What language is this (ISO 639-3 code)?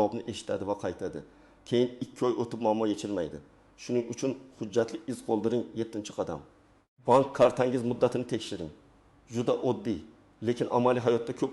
uzb